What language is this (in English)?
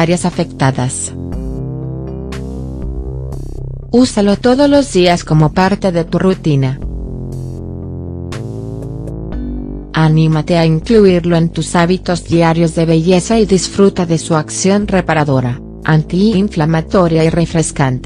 Spanish